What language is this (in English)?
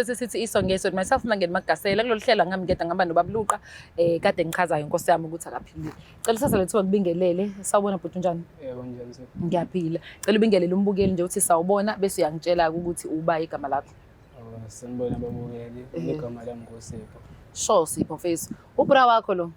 Zulu